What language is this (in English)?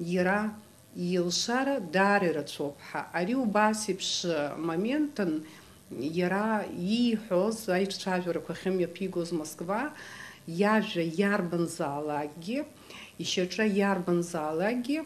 Abkhazian